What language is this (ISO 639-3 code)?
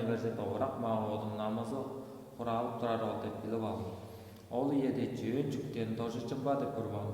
tyv